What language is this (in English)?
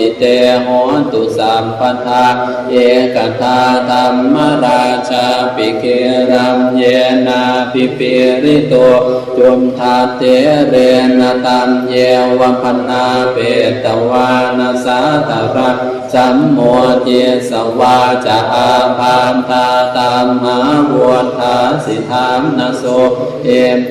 Pali